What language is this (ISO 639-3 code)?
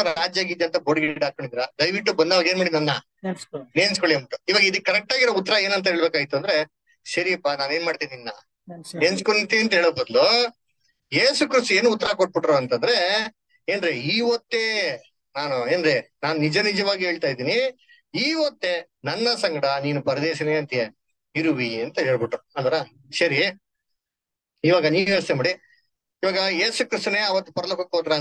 kan